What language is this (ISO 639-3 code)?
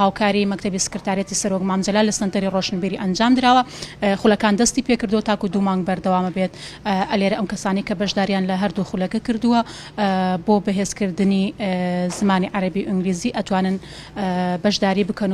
ckb